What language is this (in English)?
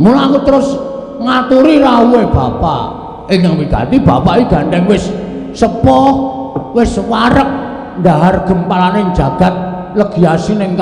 Javanese